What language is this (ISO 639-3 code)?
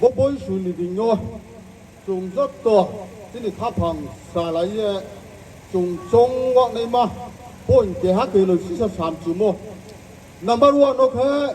ria